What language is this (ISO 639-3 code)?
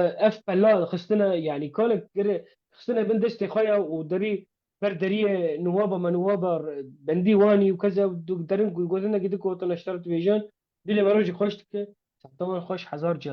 kur